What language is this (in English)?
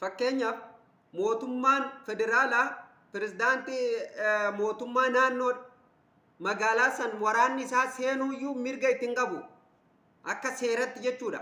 Oromo